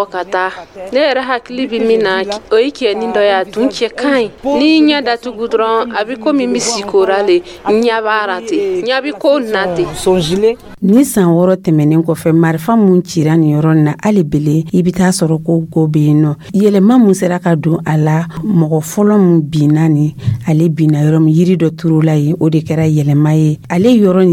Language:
Dyula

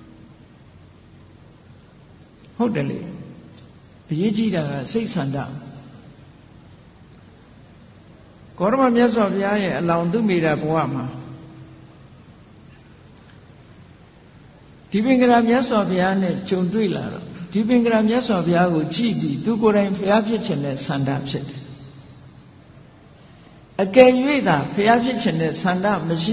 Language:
Burmese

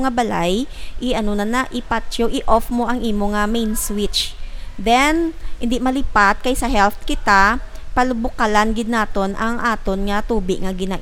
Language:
Hiligaynon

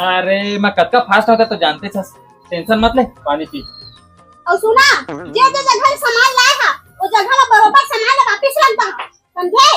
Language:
Chhattisgarhi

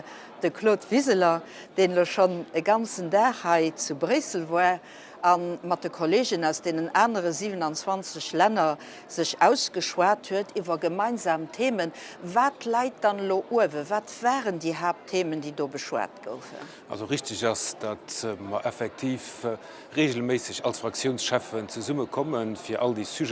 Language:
Luxembourgish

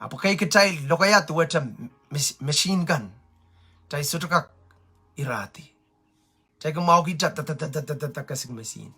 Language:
Pohnpeian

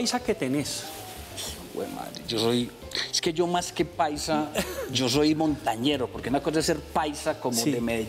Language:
Spanish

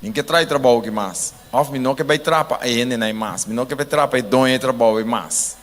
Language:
Papiamento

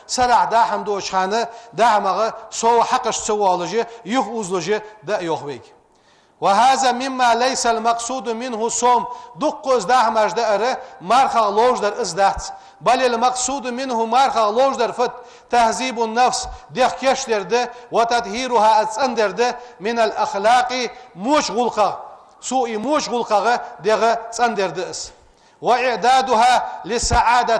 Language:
Ingush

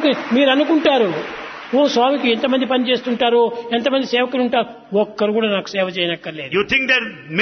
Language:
Telugu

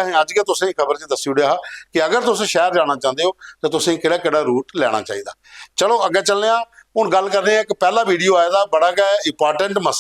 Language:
Dogri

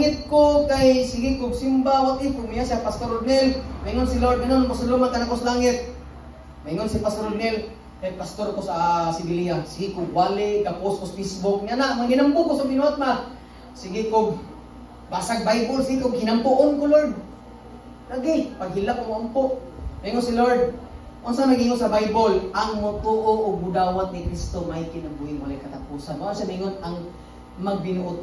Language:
Cebuano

